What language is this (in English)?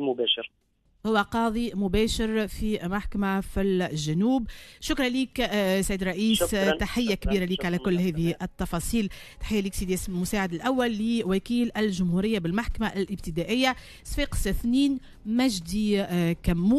Tunisian Arabic